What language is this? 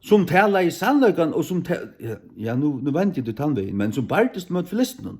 Faroese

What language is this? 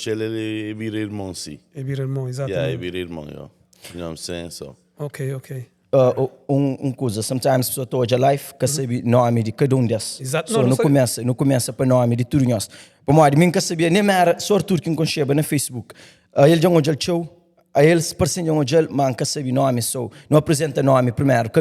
Kabuverdianu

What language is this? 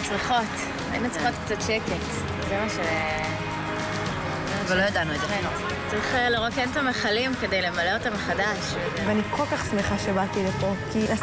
Hebrew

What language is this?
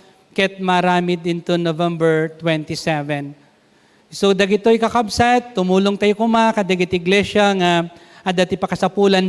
Iloko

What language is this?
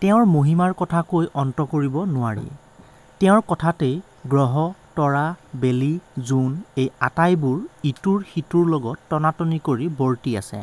Assamese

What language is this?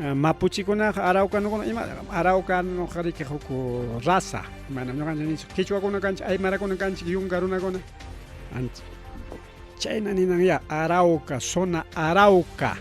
Ayacucho Quechua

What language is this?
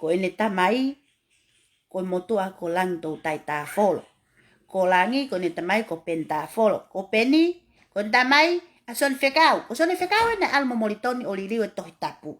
Tongan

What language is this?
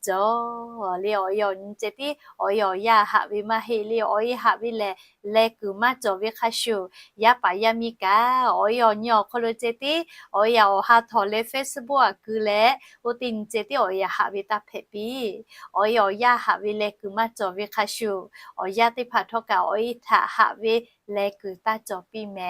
Lahu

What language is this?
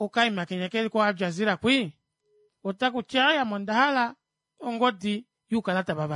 Kuanyama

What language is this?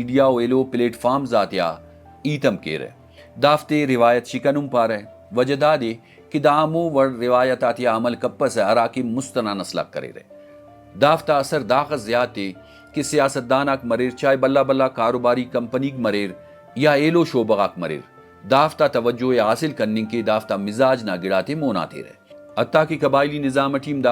Brahui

